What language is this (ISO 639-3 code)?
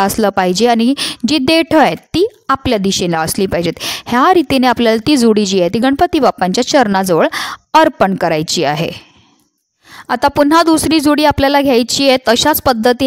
mar